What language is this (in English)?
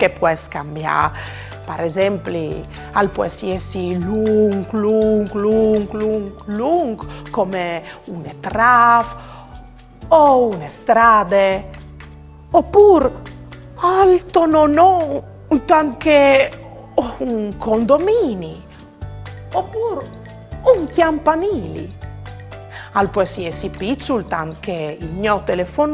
Friulian